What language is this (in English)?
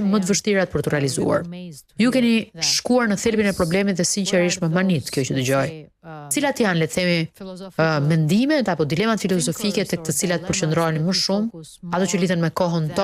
Albanian